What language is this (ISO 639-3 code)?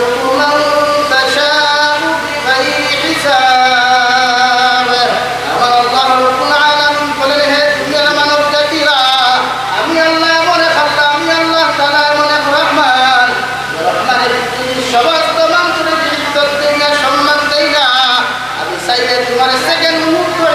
syl